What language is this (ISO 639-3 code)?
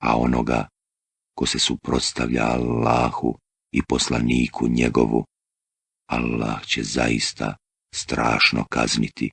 bos